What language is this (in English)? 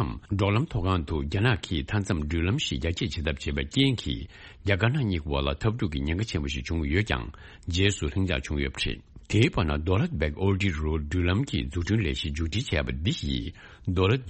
Tibetan